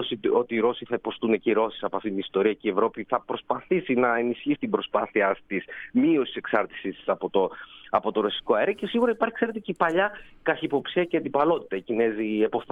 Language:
Greek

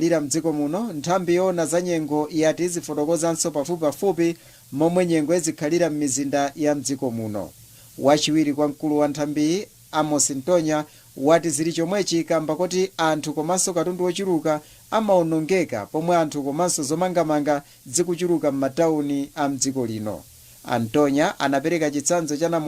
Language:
Nyanja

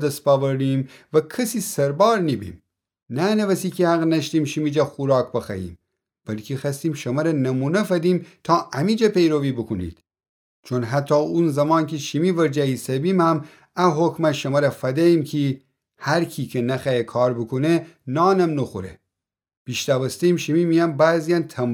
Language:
Gilaki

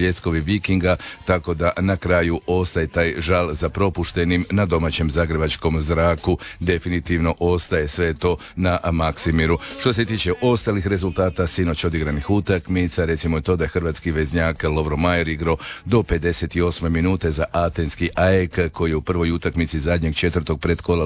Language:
Croatian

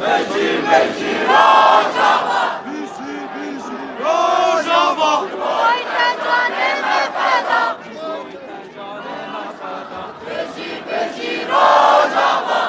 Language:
Kurdish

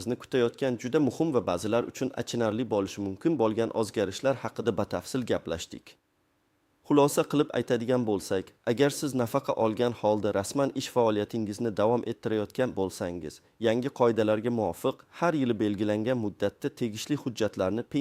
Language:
Uzbek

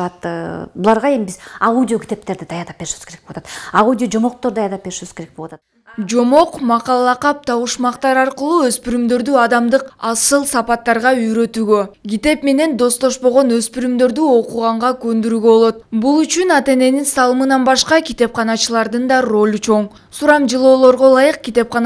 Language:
Kyrgyz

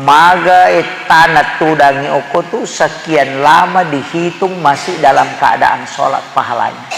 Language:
Buginese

